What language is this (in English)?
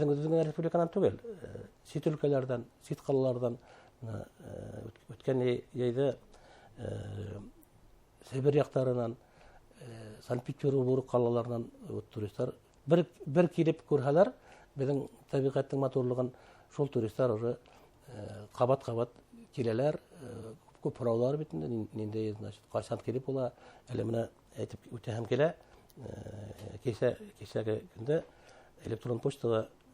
Bashkir